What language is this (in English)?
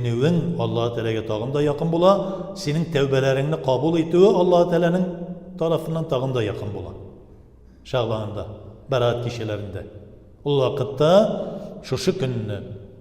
Tatar